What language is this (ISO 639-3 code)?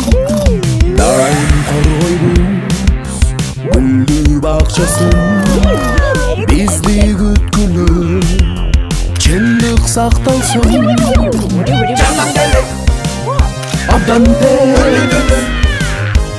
kir